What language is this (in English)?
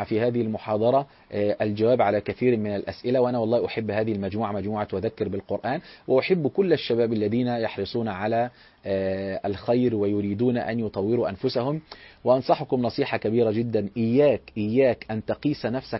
Arabic